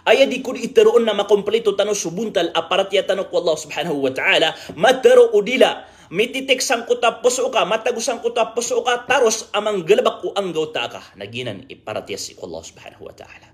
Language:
Maranao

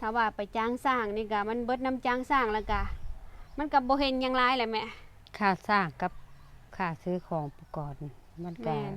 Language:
Lao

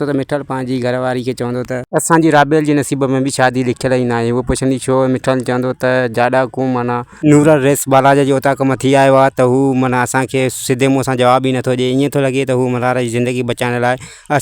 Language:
Sindhi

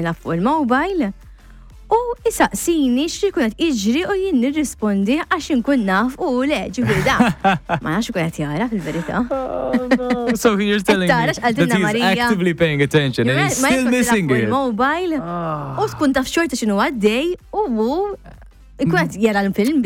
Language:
Maltese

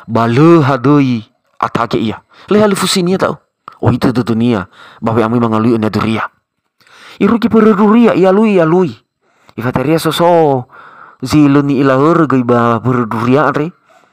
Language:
Nias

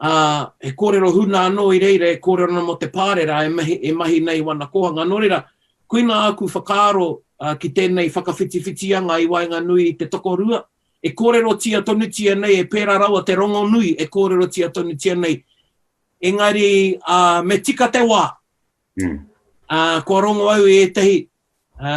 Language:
Māori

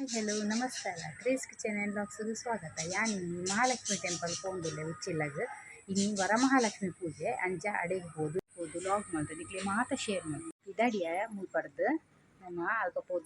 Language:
Tulu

